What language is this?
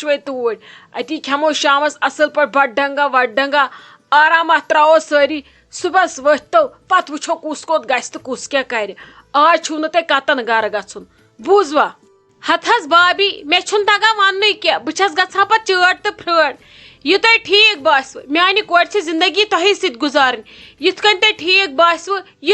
Kashmiri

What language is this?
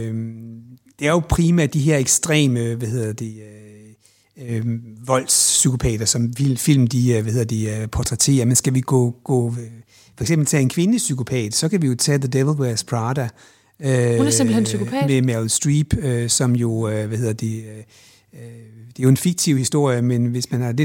Danish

